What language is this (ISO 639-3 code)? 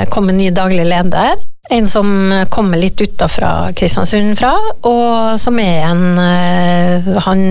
nor